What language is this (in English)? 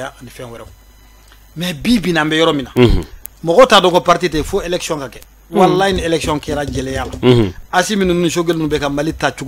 Bambara